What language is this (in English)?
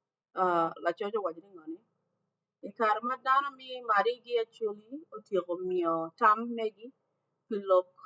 Acoli